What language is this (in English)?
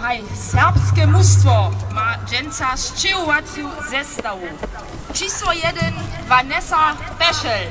Upper Sorbian